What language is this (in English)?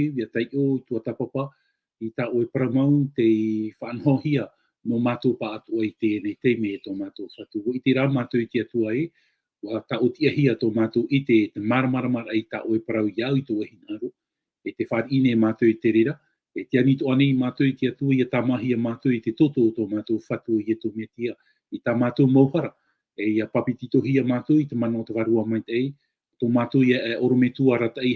Tahitian